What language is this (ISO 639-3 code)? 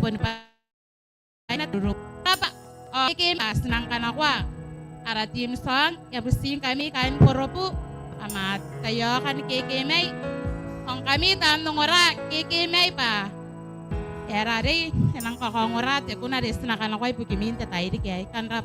gil